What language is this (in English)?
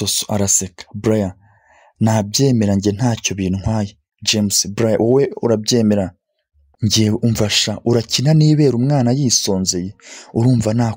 Kinyarwanda